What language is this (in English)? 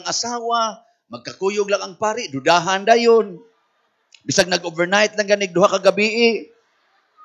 Cebuano